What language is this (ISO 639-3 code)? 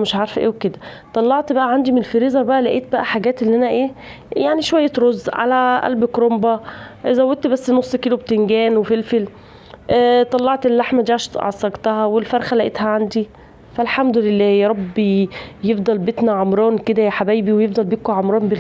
arz